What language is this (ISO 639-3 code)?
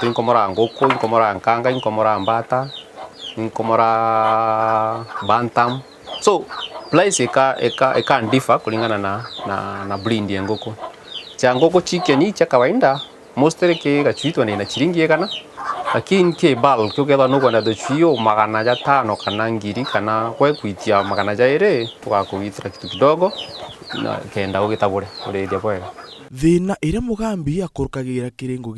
mer